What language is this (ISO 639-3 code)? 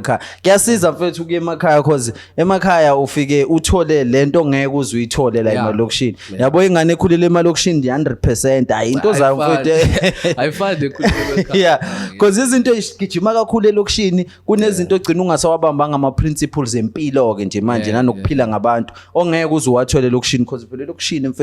zul